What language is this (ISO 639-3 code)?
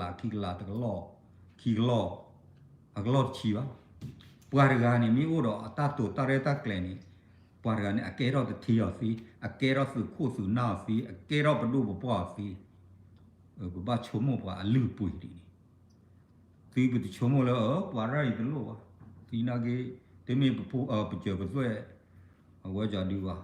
ksw